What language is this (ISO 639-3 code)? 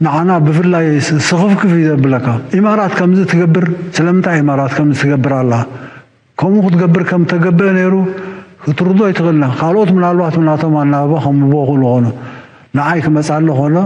tir